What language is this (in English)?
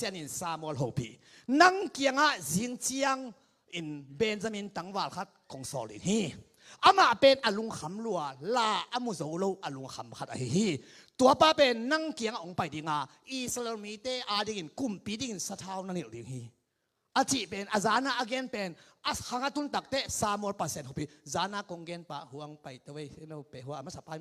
Tedim Chin